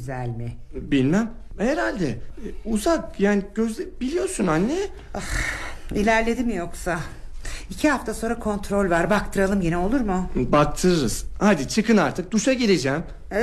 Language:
Turkish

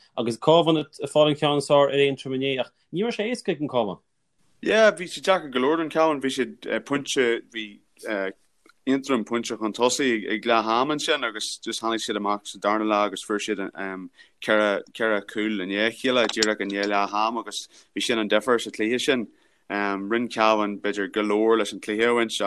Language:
Irish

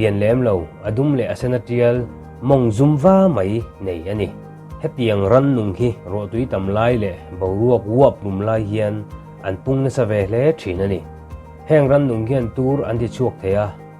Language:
Mizo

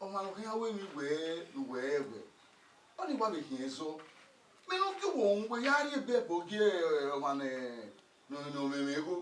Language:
Bini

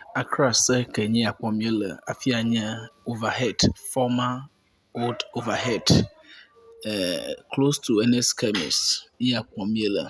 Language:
Ewe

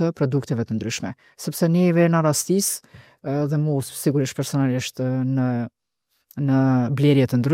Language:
Albanian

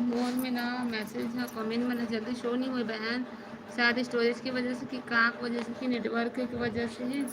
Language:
Chhattisgarhi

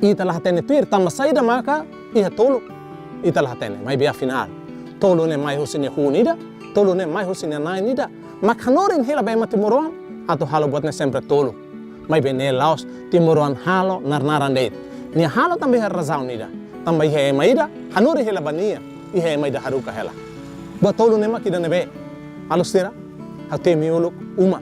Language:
Tetum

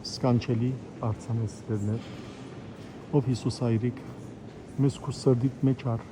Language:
Western Armenian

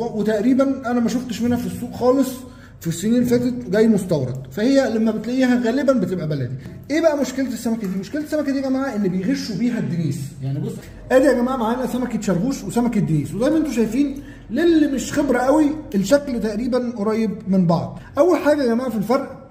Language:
Egyptian Arabic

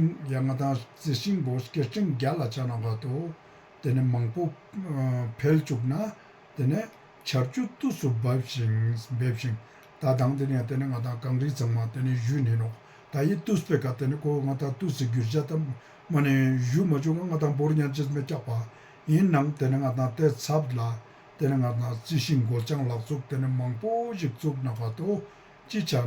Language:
Ladakhi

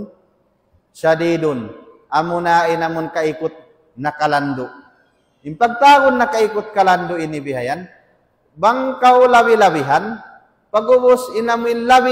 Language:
Tausug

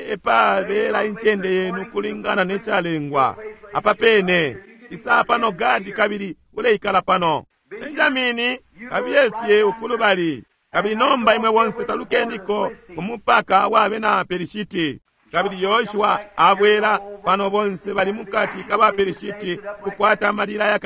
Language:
Bemba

